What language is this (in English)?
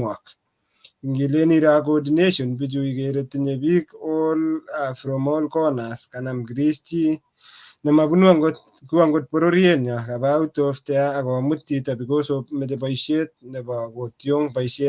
Kalenjin